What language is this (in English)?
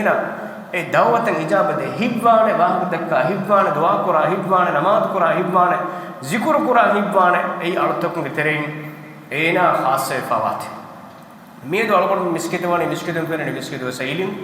Divehi